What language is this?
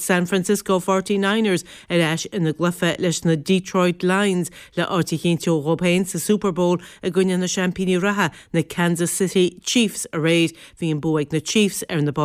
Irish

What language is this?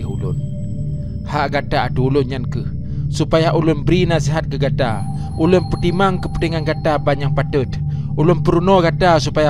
Achinese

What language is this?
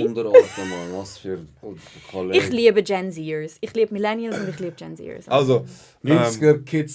Swiss German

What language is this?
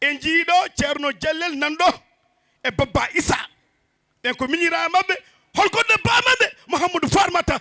Fula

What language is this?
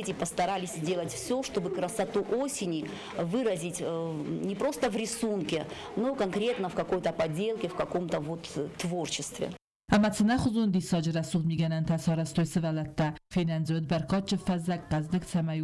Ossetic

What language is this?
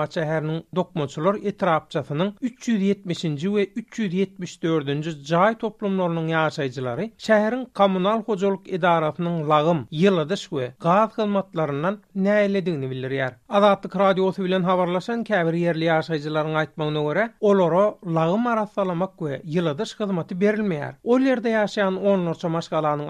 Turkmen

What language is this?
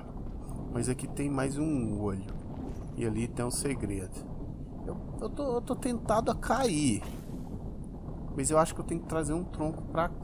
Portuguese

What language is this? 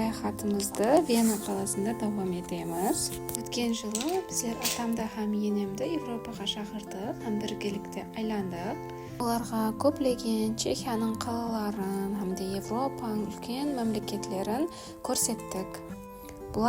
Kara-Kalpak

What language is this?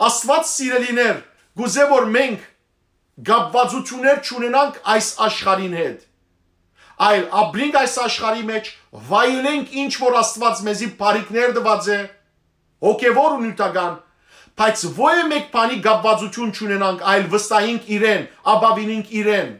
Western Armenian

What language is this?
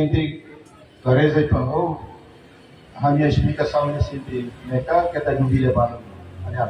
Tetum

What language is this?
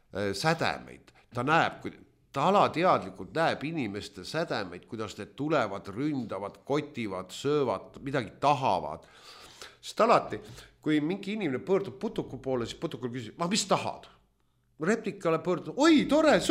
Estonian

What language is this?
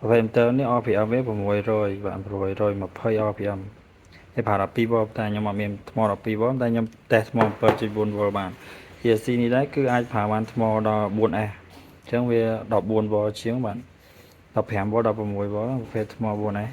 Khmer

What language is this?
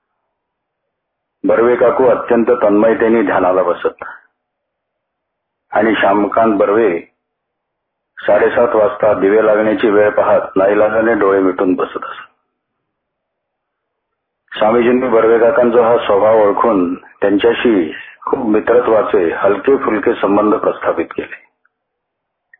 Marathi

